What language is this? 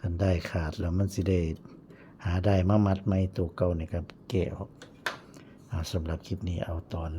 Lao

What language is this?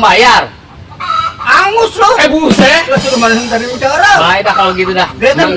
Betawi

